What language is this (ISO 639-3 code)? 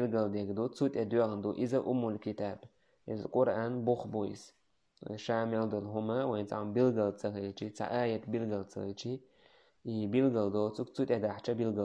che